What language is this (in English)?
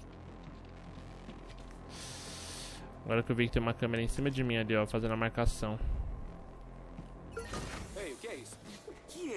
Portuguese